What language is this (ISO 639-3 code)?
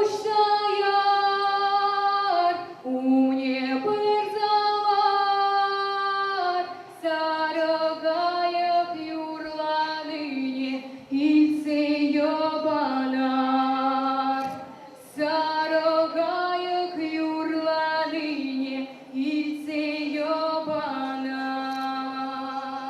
chv